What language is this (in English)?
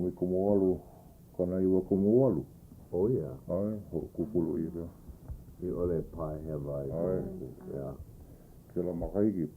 Hawaiian